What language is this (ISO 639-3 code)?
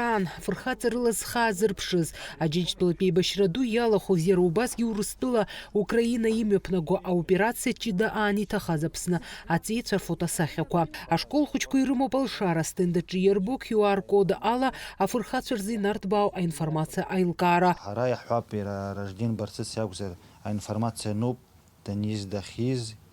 abk